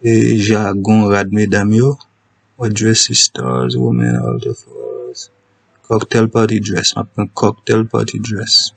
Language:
Haitian Creole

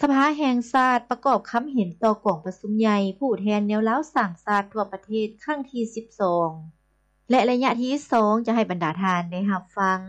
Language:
Lao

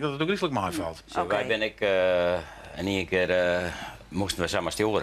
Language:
Western Frisian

